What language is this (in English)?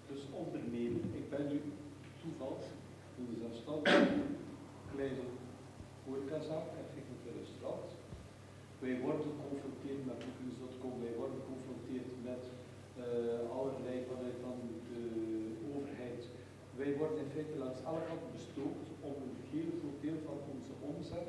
Dutch